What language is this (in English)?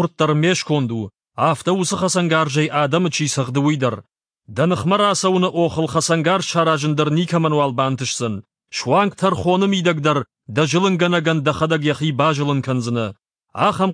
Ossetic